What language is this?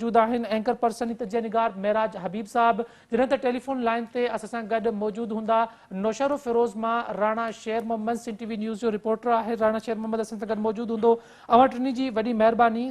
Sindhi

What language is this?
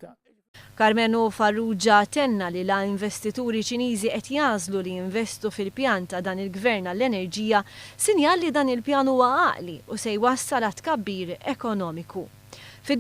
Maltese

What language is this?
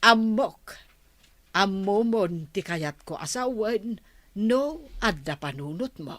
Iloko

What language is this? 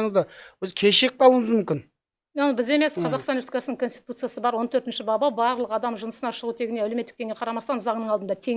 Kazakh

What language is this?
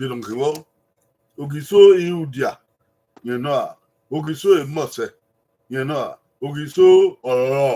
Bini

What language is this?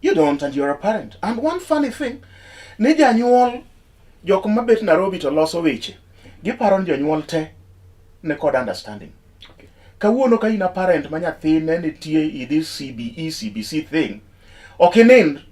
Luo (Kenya and Tanzania)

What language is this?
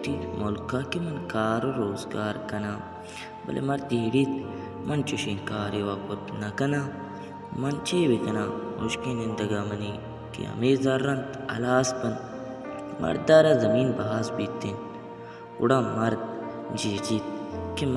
Baluchi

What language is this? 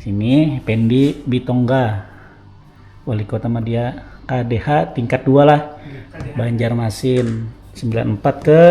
Banjar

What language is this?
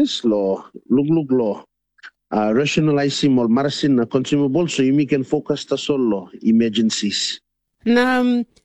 Tok Pisin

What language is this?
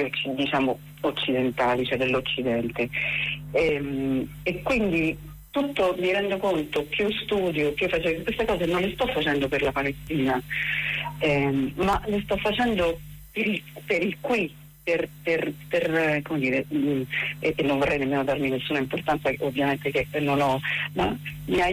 Italian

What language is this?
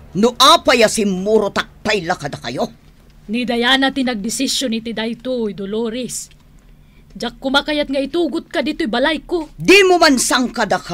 Iloko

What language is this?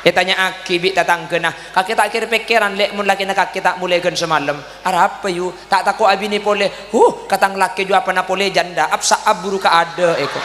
Madurese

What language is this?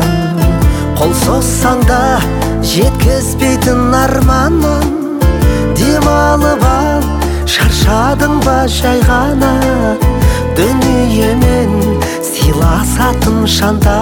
Kazakh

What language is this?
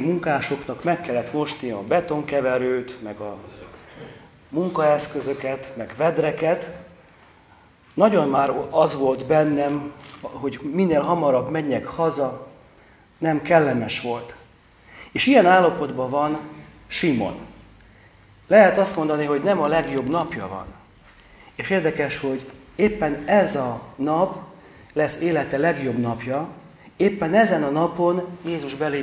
Hungarian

